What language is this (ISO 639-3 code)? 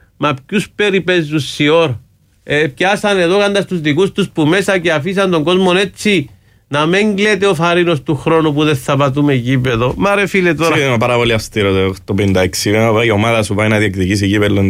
ell